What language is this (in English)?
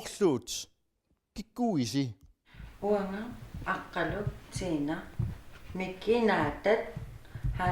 Kalaallisut